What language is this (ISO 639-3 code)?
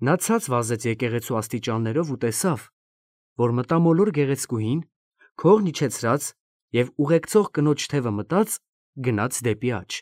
hye